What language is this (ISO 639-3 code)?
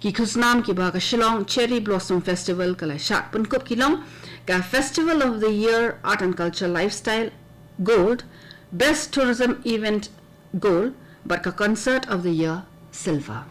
kha